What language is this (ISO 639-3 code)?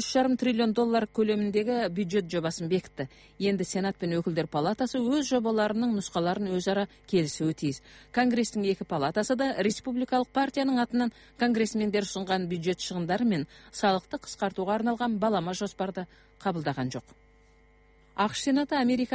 kaz